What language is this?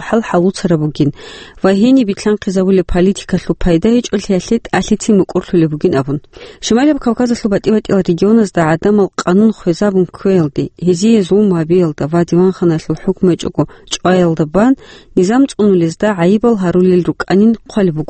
Avaric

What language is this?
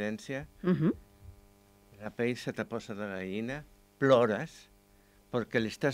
Catalan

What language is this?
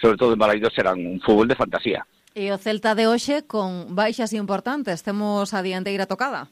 Galician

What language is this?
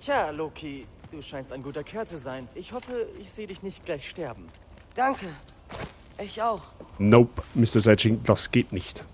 Bavarian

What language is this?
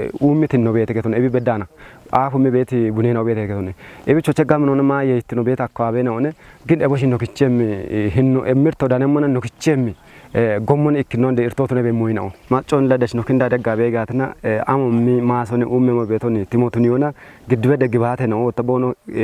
Kafa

